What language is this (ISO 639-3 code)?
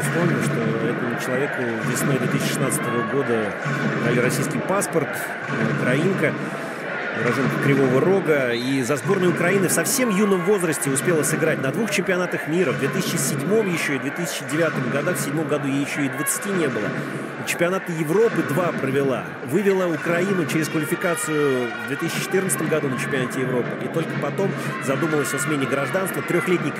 rus